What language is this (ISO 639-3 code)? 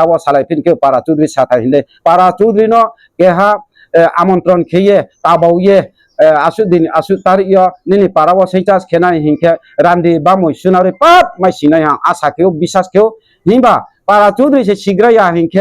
ria